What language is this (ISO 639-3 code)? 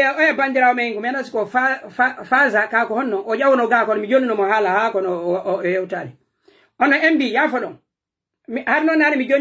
fuf